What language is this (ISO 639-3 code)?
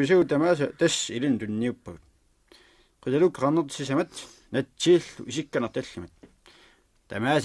kal